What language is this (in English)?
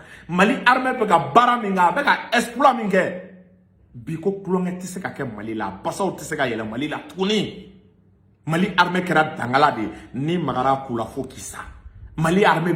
Bambara